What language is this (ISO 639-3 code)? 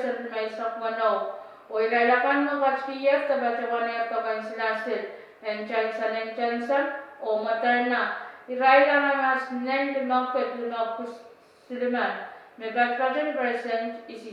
pon